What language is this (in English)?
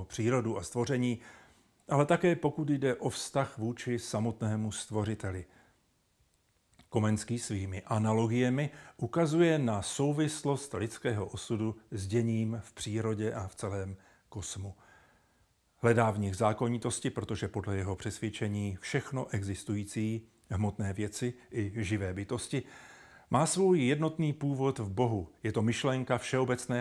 Czech